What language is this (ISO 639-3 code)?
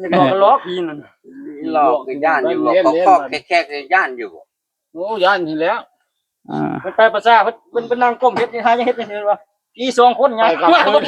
tts